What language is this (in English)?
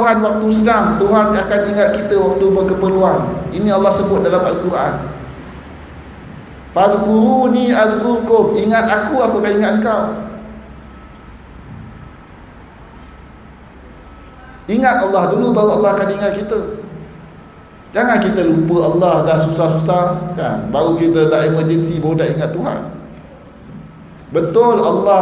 Malay